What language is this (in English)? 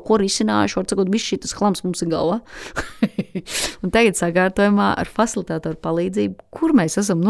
Latvian